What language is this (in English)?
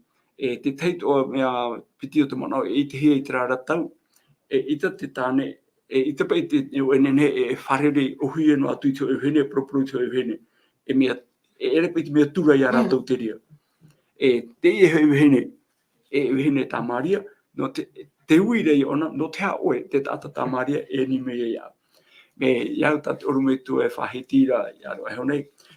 Tahitian